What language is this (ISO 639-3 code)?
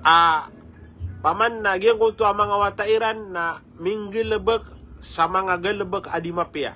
mrw